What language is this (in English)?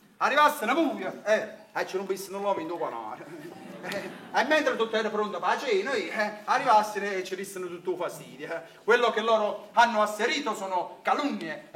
Neapolitan